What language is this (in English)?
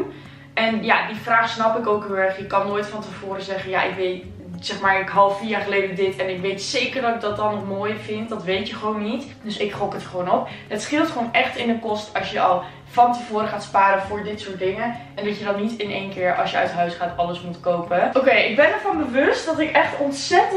Dutch